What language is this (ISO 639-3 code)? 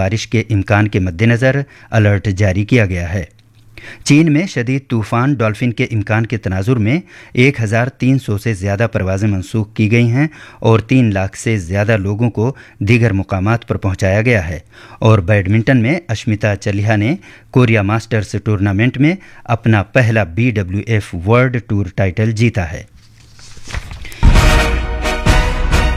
urd